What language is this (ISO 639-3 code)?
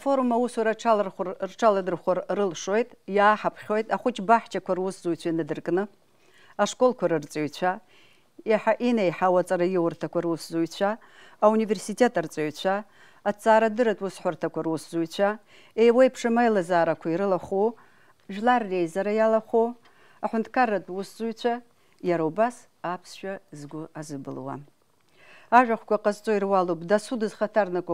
abk